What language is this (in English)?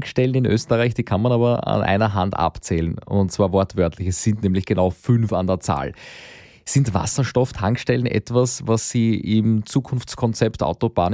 German